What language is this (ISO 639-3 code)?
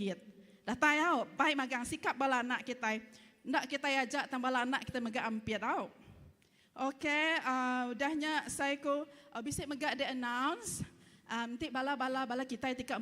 iba